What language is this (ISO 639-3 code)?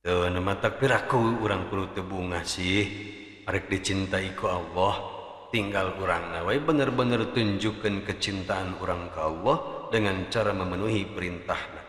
sun